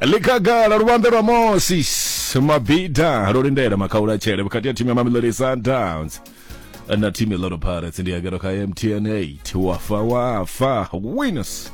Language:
Venda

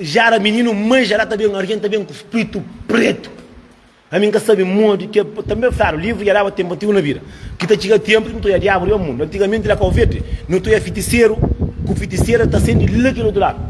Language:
Kabuverdianu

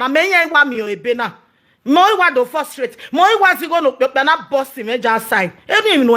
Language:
Nigerian Pidgin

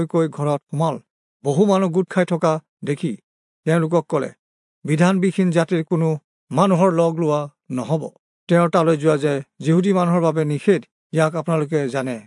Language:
Assamese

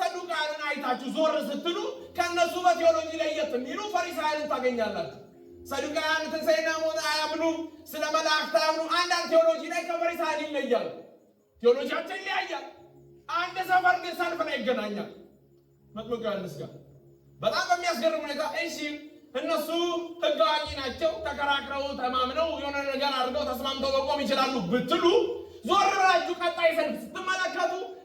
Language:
Amharic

